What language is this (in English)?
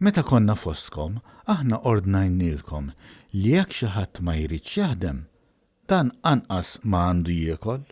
Maltese